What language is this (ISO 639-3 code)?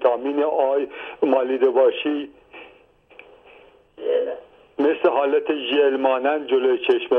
fas